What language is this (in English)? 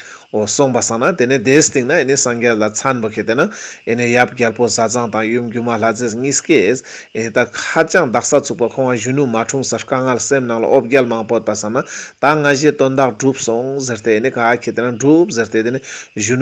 Ladakhi